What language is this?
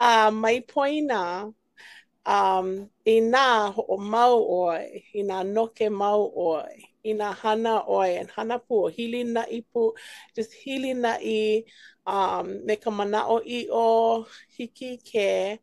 Hawaiian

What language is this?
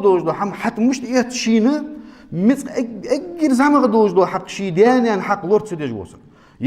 Ingush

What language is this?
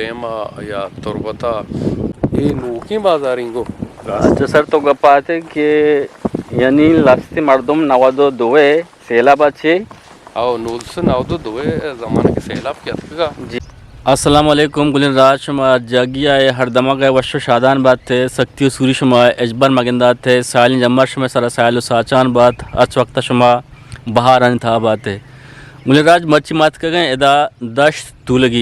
Eastern Balochi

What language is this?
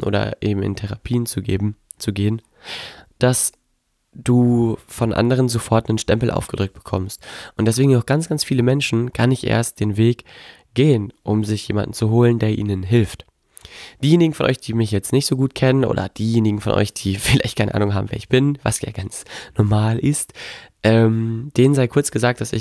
German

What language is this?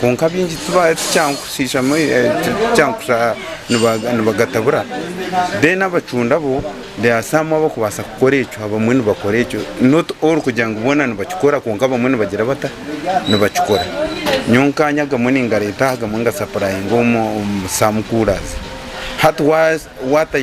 Nyankole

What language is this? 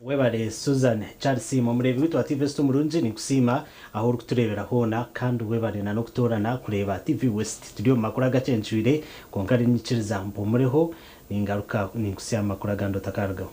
Nyankole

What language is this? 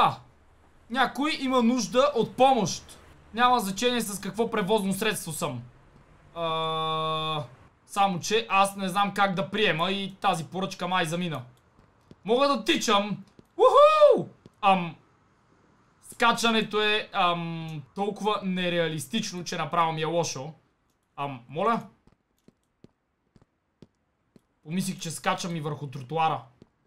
Bulgarian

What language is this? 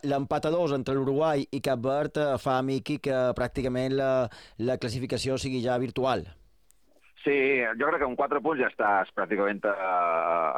Catalan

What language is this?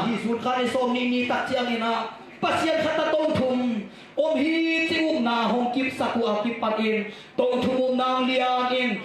Tedim Chin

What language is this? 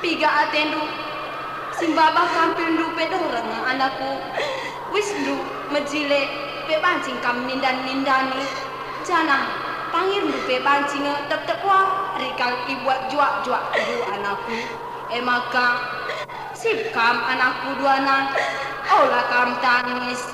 Batak Karo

